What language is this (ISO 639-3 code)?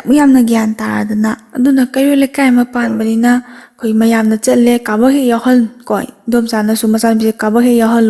mni